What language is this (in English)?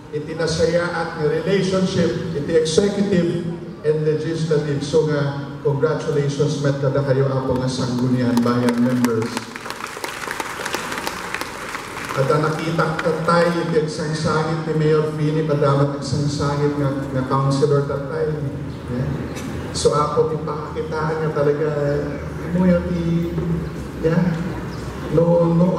Iloko